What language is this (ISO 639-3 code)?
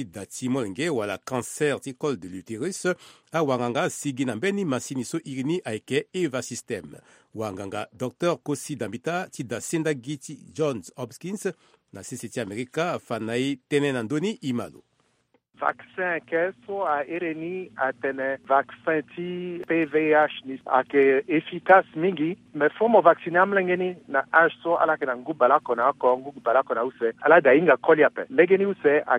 sag